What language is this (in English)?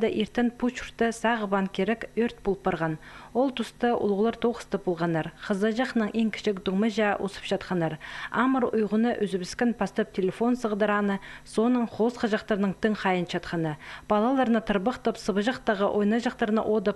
Khakas